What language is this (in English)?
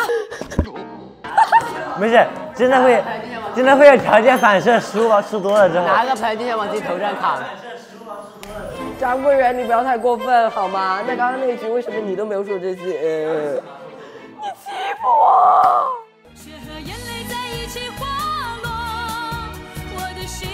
Chinese